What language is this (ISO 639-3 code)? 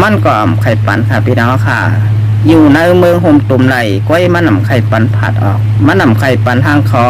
shn